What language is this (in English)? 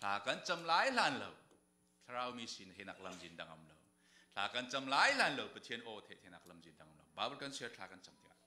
Falam Chin